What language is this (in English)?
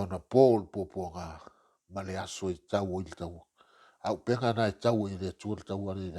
Samoan